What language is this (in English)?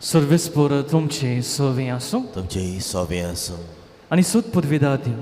Konkani